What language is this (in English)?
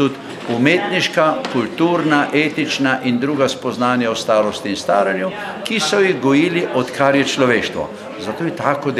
Slovenian